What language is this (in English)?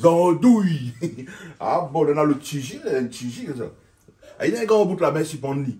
Réunion Creole French